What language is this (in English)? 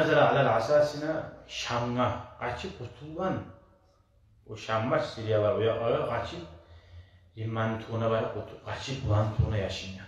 Kumyk